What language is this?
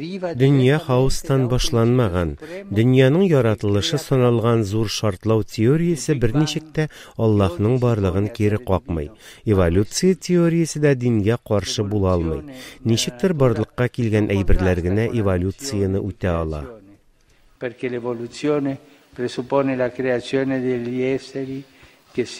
Tatar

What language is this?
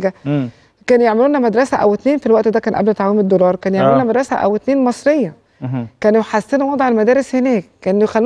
Egyptian Arabic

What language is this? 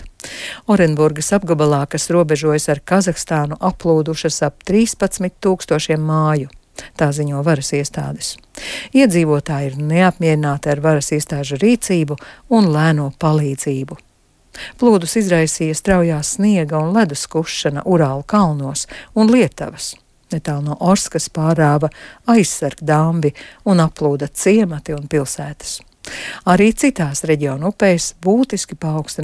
Latvian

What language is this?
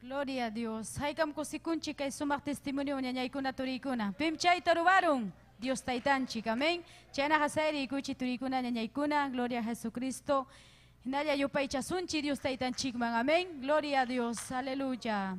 Ayacucho Quechua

